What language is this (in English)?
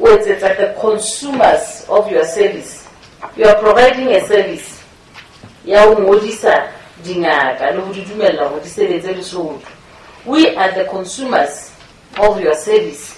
Southern Sotho